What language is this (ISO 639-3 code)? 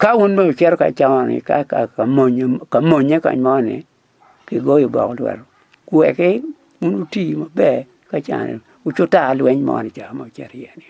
ach